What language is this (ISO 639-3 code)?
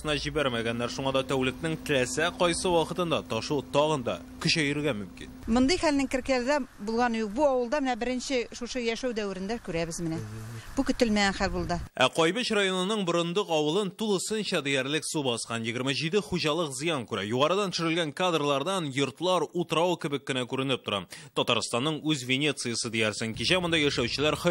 tat